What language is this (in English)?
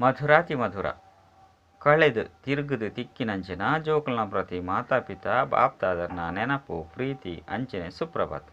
Tulu